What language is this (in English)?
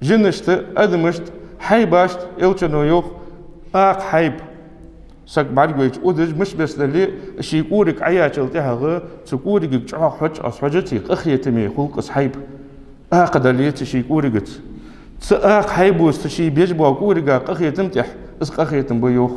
Ingush